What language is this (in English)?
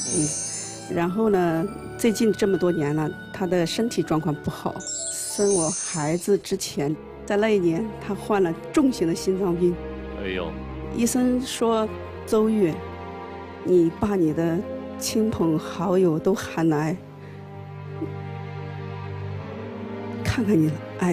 Chinese